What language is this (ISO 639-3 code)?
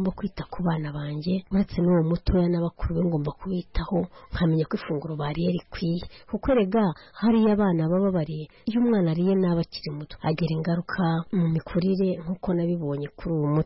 kin